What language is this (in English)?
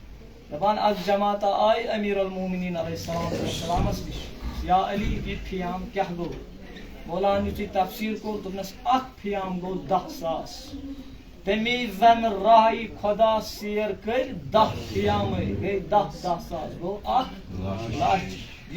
Kashmiri